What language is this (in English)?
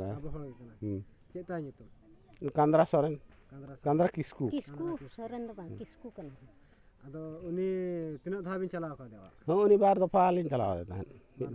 Santali